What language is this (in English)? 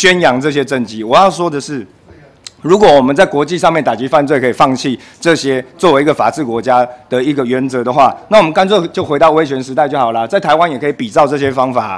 Chinese